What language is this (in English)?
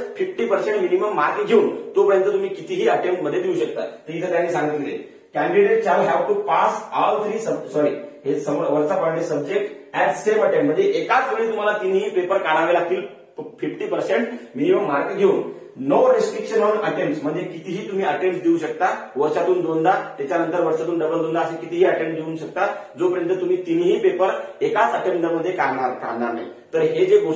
Marathi